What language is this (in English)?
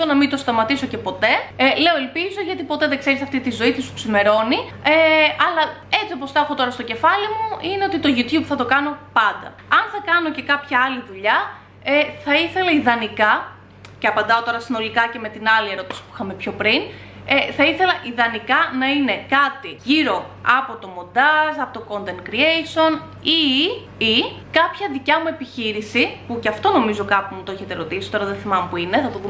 Greek